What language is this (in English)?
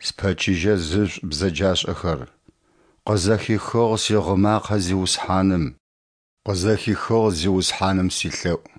Adyghe